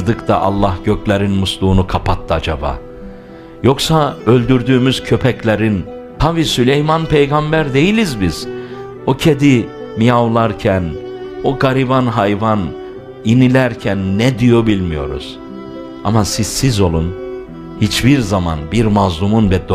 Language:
Turkish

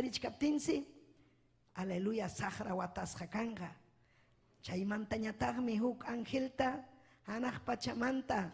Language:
Ayacucho Quechua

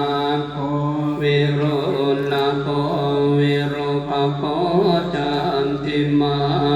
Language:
Pali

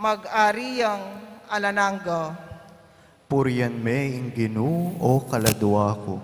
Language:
Pampanga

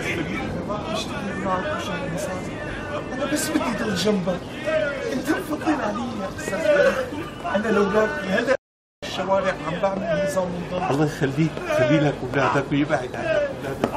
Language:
North Levantine Arabic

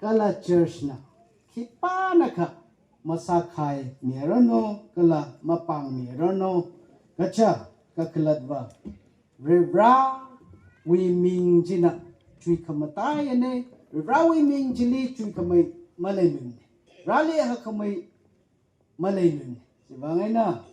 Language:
Tangkhul Naga (India)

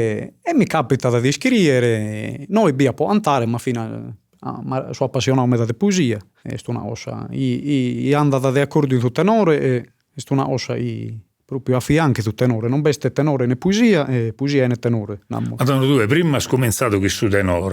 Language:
Sardinian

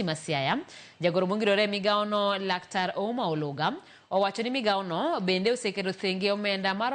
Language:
Luo (Kenya and Tanzania)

